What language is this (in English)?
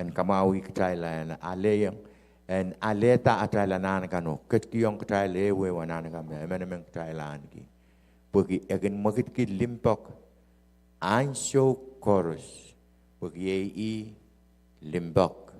Pohnpeian